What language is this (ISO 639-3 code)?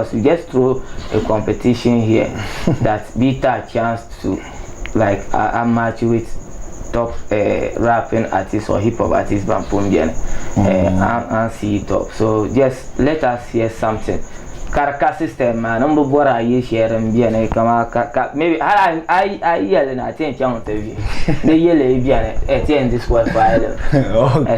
dag